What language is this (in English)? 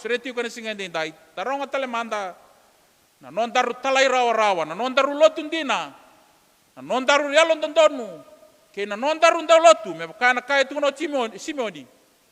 Fijian